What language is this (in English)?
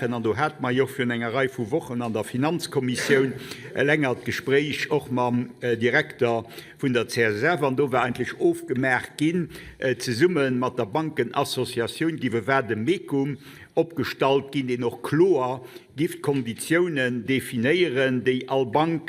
Luxembourgish